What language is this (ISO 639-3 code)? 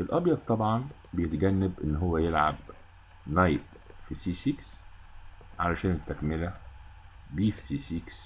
arz